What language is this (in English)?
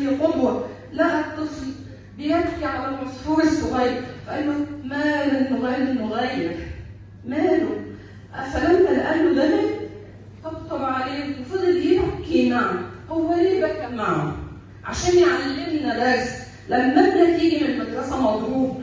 Egyptian Arabic